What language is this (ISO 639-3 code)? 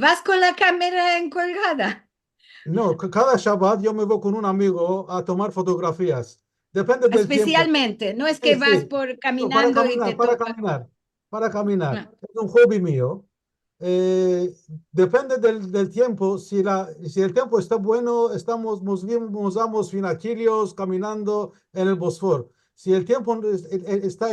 lad